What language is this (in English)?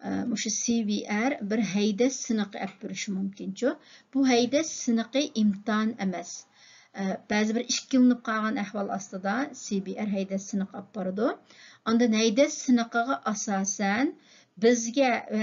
Uyghur